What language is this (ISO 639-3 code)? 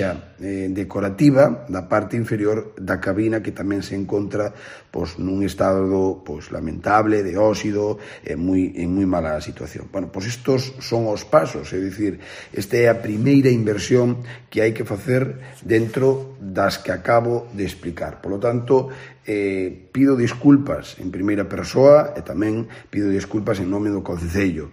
glg